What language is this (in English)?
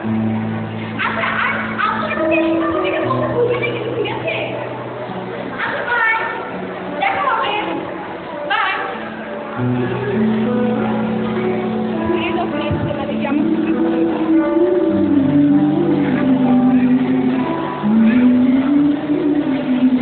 Bangla